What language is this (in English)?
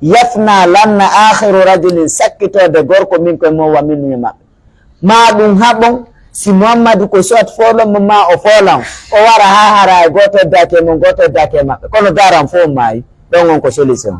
Pular